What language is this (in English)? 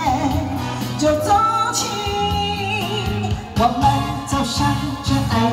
Chinese